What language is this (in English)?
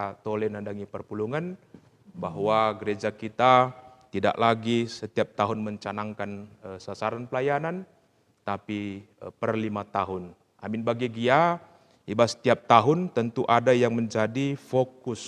Batak Karo